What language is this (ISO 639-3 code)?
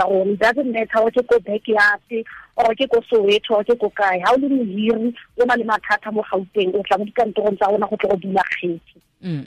tsn